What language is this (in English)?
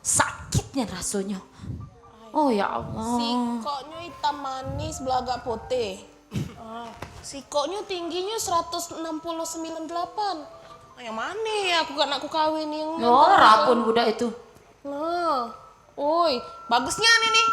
Musi